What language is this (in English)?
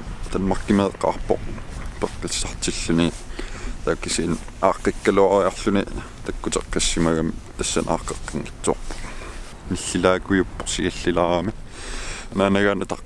Kalaallisut